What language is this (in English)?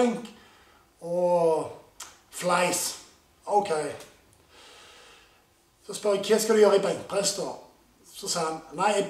Norwegian